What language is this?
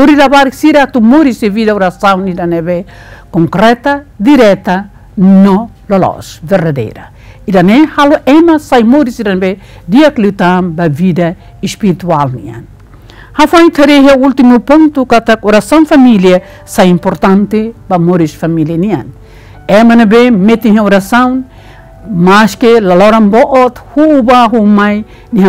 Tetum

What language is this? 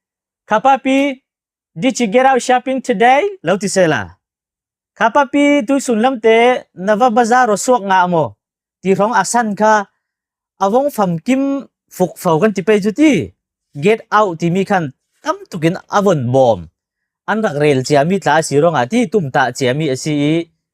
Falam Chin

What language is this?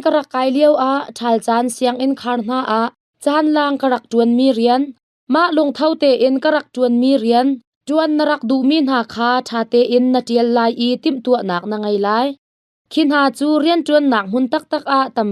Hakha Chin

